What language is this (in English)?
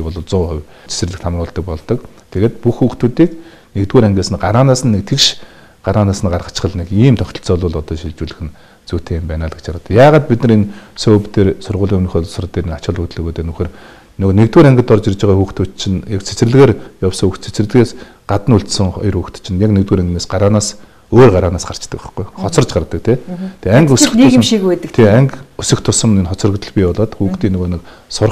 Mongolian